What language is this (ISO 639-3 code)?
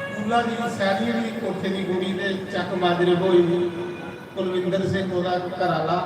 doi